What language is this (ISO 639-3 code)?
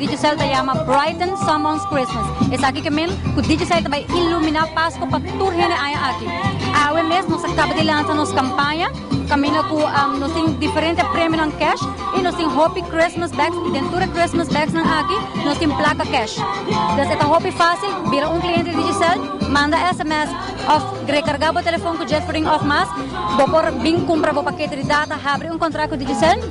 pap